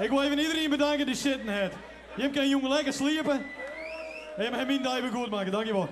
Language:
Western Frisian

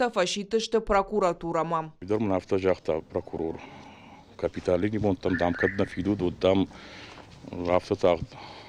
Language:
Ossetic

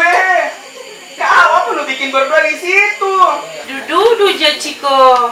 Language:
Makassar Malay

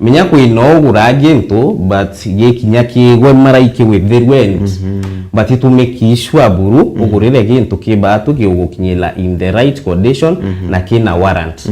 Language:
Meru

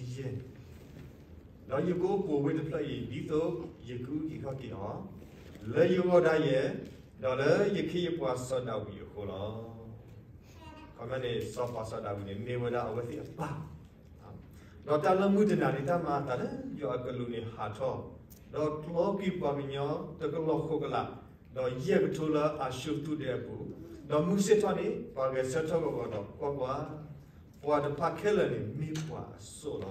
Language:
S'gaw Karen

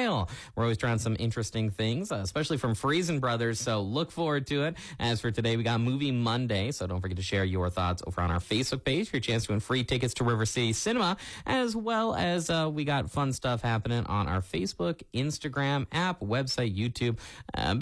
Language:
English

